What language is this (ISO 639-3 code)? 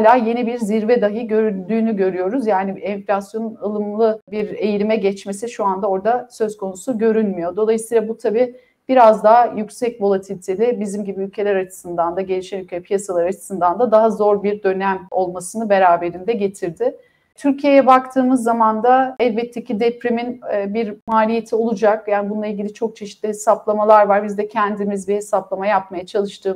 tur